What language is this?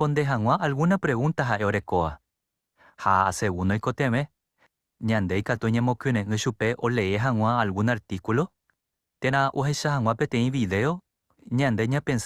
Guarani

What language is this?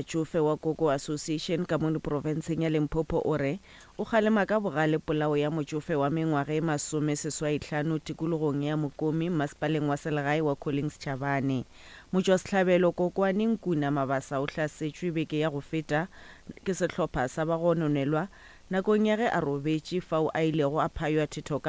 Northern Sotho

